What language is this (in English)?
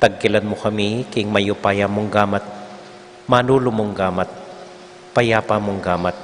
Pampanga